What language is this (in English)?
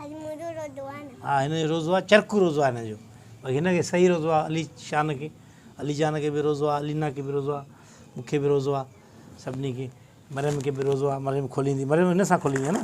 Sindhi